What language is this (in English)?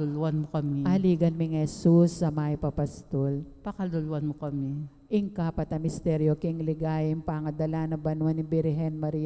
Pampanga